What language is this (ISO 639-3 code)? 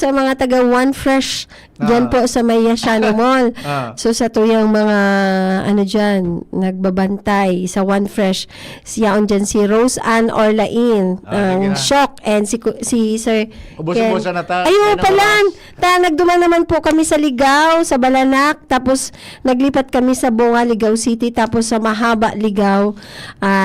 bik